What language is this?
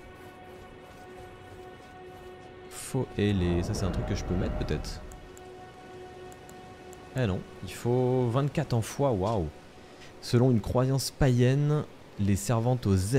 French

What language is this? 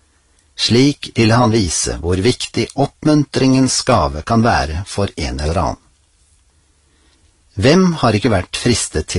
Norwegian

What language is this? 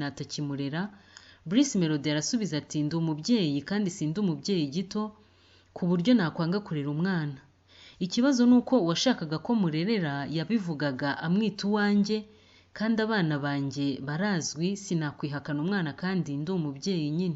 Kinyarwanda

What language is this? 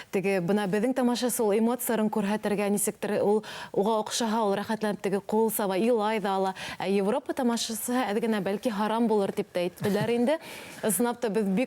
Bashkir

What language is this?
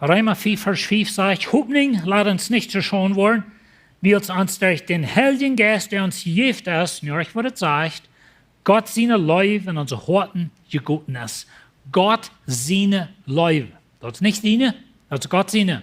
Plautdietsch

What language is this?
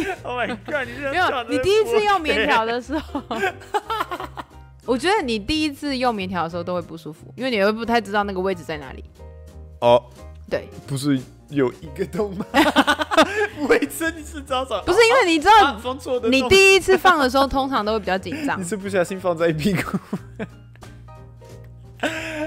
Chinese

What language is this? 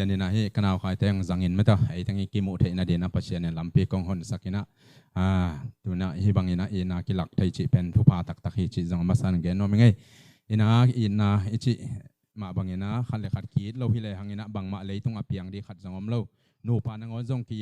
Tedim Chin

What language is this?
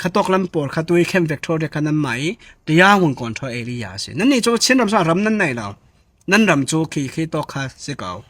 Falam Chin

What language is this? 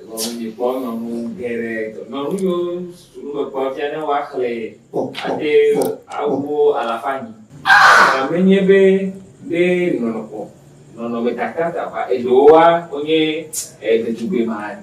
Ewe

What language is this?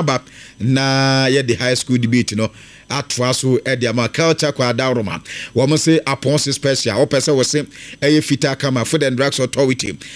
Akan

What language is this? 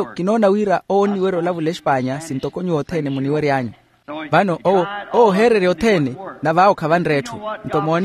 Makhuwa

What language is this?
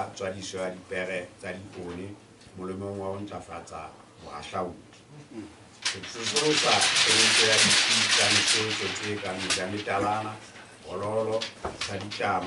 Southern Sotho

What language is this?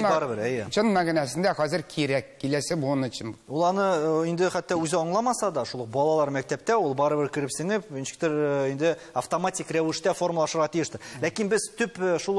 Tatar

